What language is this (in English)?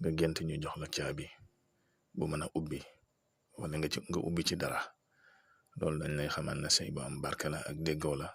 Wolof